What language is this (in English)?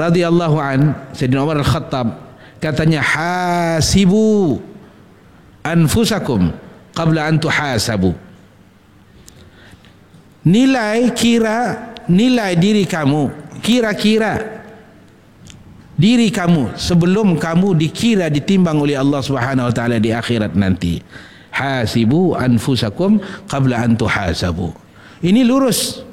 Malay